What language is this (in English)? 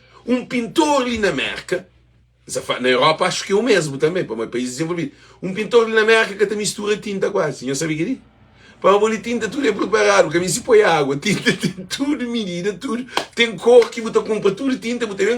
Kabuverdianu